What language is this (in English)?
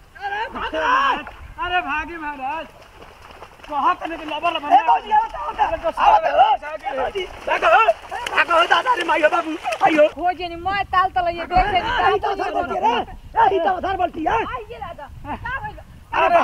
Bhojpuri